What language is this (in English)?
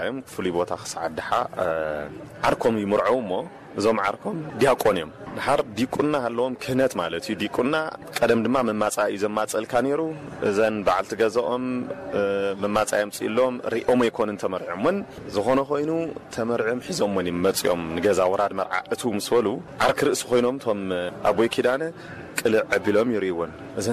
Tigrinya